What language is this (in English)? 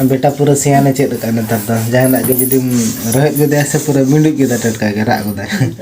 Santali